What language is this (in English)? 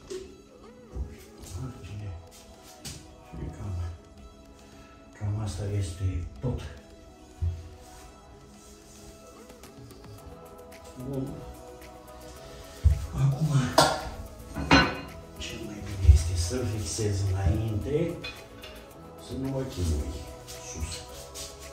Romanian